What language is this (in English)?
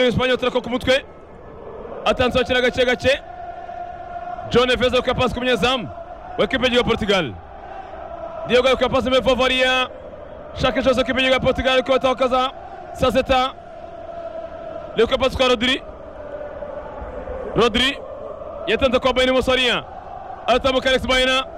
Kinyarwanda